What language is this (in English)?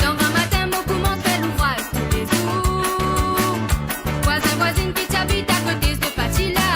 Morisyen